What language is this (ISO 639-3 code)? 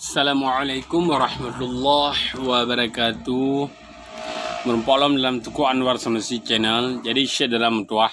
ace